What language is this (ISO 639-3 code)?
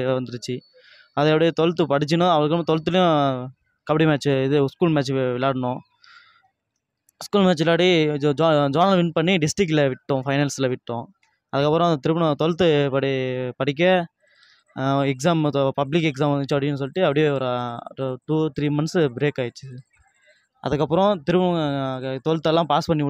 tam